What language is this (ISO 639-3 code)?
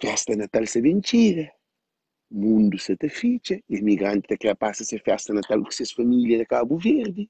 kea